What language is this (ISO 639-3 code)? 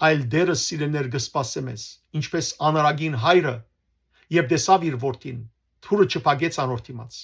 hyw